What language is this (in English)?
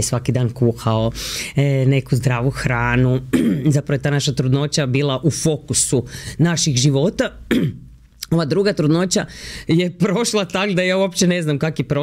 Croatian